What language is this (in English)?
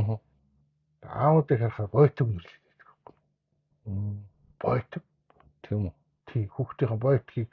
Mongolian